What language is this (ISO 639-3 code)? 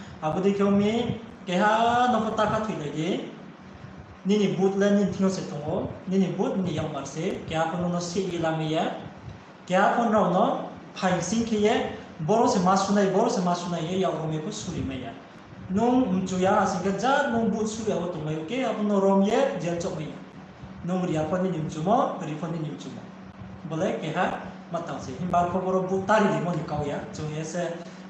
ria